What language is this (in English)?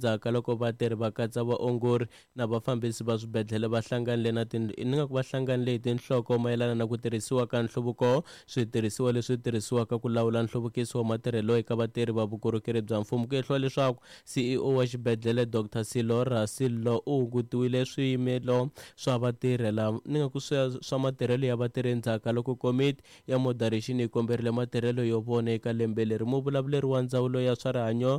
Tsonga